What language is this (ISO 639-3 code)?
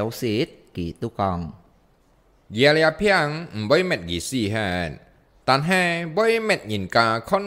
hak